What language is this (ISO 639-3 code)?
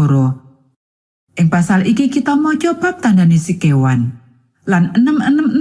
jav